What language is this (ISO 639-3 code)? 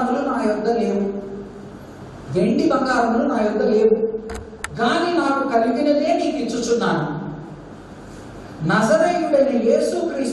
tel